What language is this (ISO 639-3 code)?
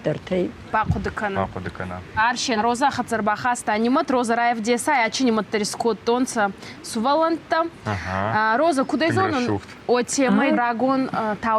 oss